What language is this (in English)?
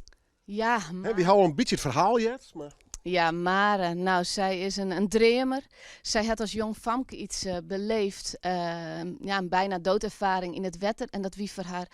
Western Frisian